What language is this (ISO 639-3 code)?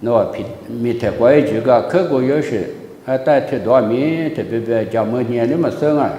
lis